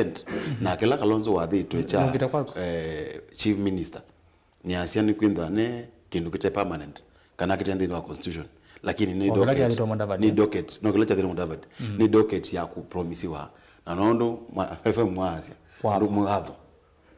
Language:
Kamba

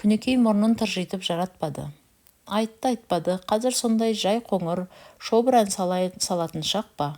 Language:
Kazakh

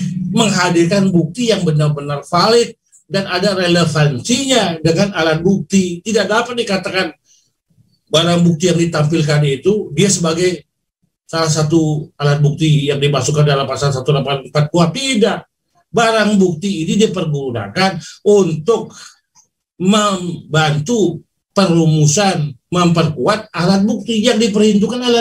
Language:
Indonesian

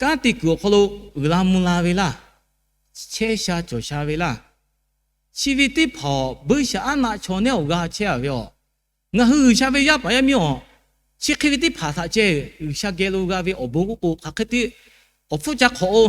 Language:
Lahu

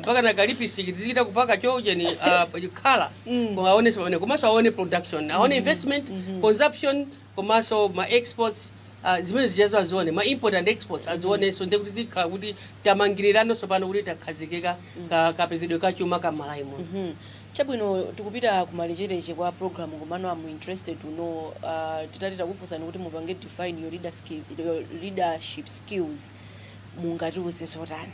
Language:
Nyanja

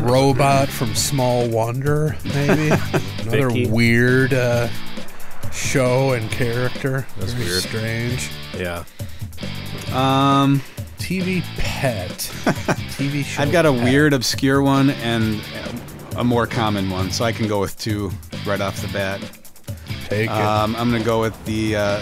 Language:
English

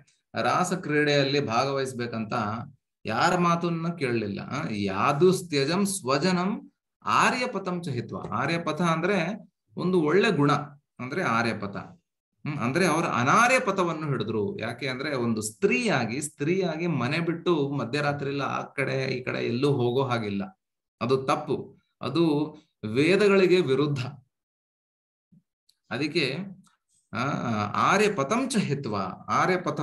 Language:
Kannada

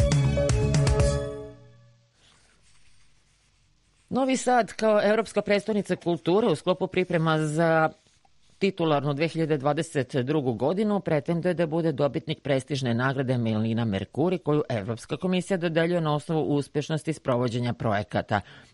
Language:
Serbian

